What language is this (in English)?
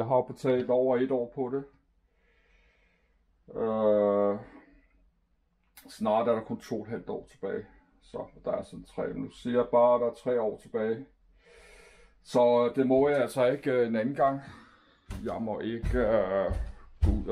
Danish